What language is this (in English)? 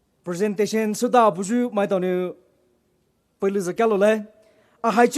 Poumei Naga